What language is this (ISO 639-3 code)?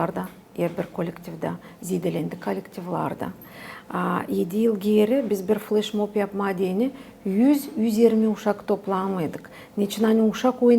gag